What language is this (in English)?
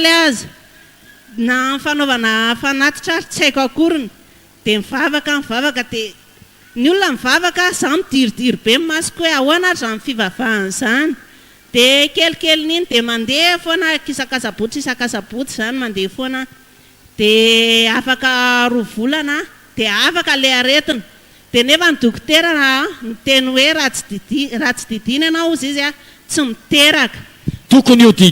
Malagasy